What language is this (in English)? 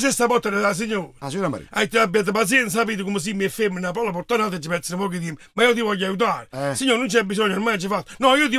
Neapolitan